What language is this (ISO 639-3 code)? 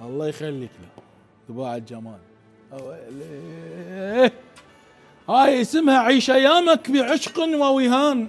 acm